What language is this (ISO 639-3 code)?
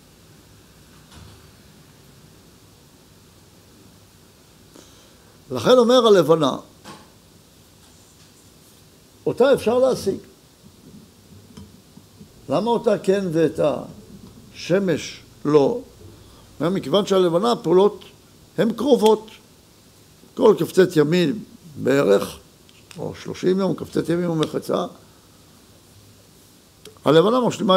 heb